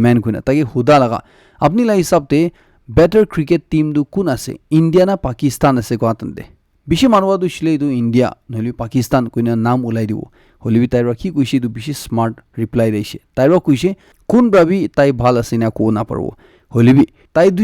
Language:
Naga Pidgin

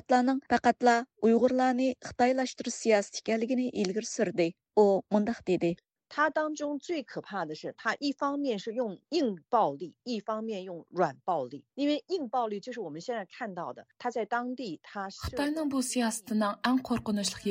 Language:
Uyghur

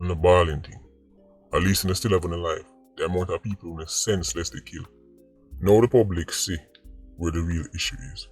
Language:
Jamaican Creole English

